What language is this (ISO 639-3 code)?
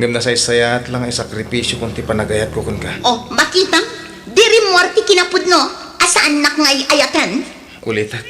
ilo